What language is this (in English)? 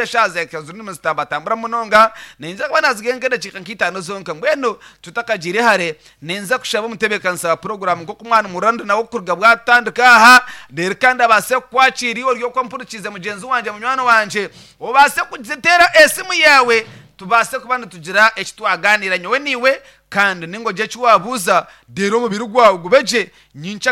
Nyankole